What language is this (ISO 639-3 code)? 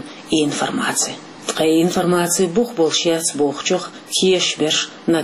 che